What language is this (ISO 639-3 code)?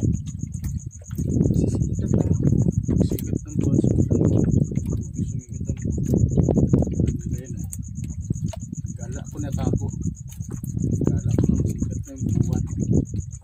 fil